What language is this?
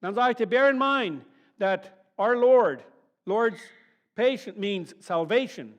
Plautdietsch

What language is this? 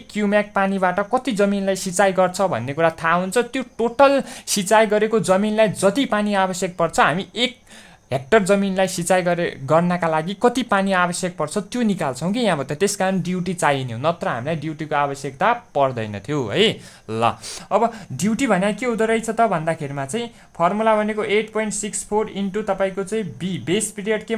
Nepali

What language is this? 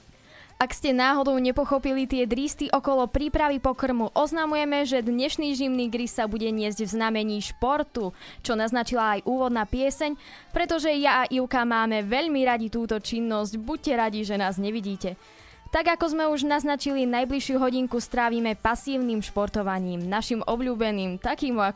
Slovak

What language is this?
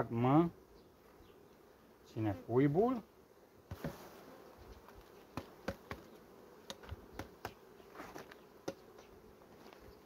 Romanian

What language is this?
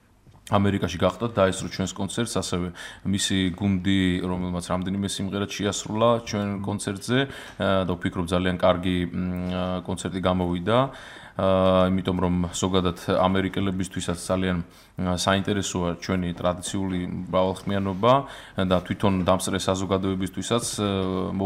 Georgian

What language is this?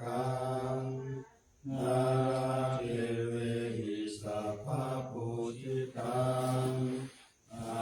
Pali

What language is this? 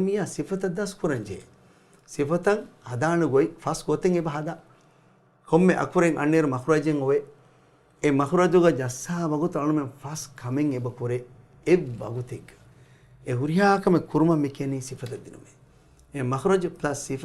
Divehi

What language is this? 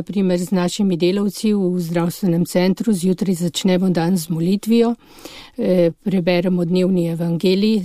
Slovenian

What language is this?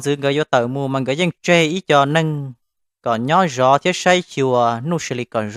Hmong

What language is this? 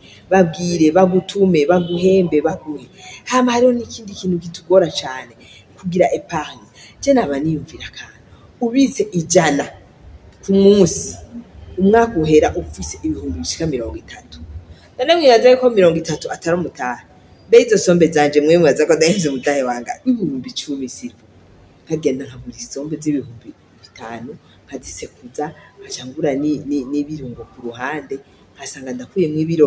Rundi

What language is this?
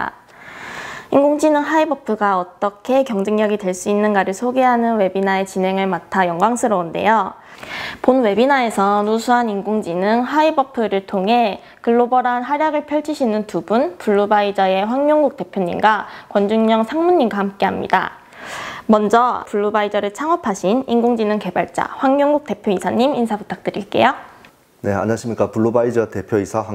Korean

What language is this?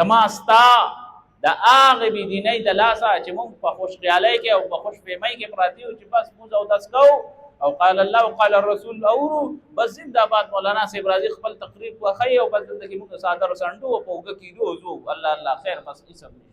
Pashto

